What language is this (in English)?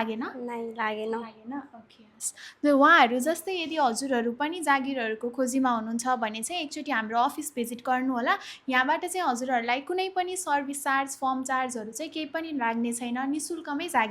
Nepali